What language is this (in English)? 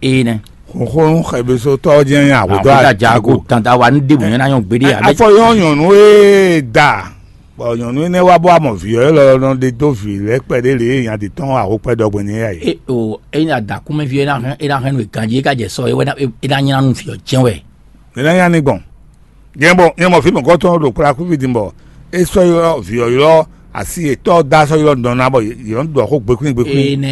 Fon